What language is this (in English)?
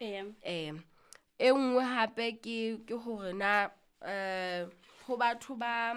Southern Sotho